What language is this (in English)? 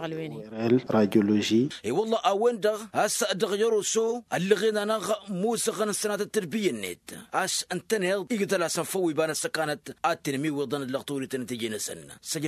Tamasheq